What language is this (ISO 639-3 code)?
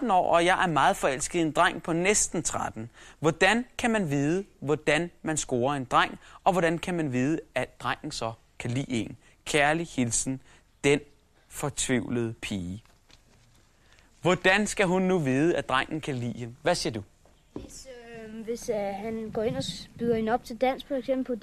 dan